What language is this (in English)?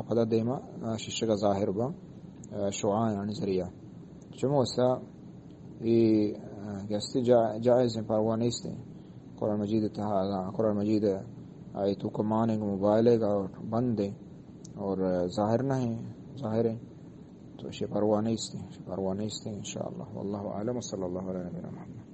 Eastern Balochi